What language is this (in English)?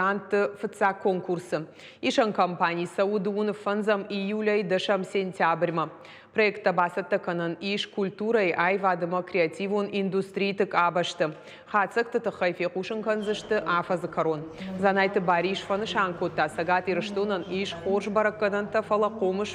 Ossetic